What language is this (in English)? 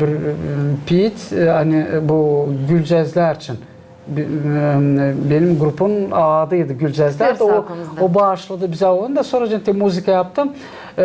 Gagauz